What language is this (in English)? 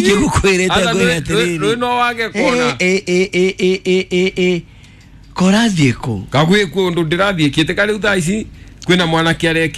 Kikuyu